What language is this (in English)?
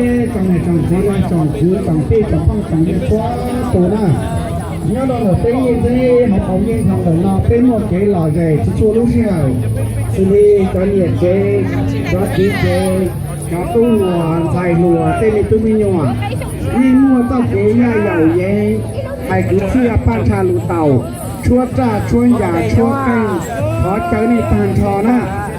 Hmong